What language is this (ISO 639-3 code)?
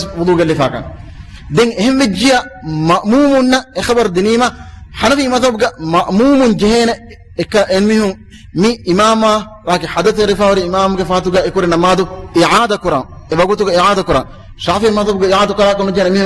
div